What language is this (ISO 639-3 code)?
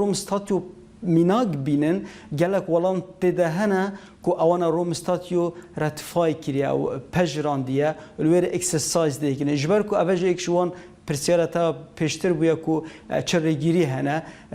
kur